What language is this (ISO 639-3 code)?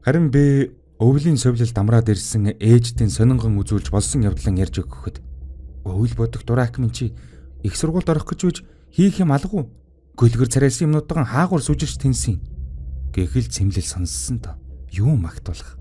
mon